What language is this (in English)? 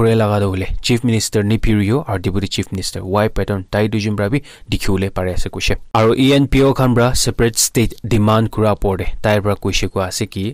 Naga Pidgin